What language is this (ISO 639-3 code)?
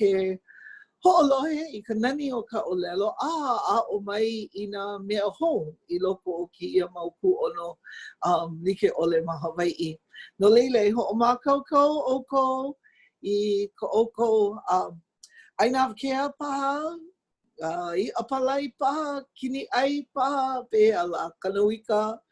haw